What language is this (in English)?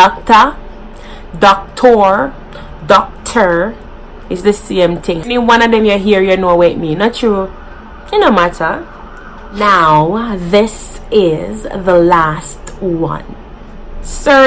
Jamaican Creole English